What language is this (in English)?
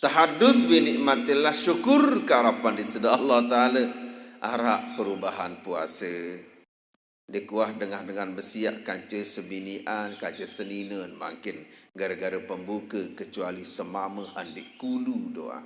Sasak